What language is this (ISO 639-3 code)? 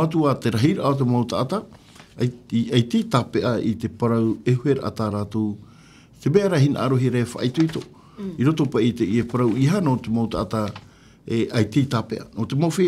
tah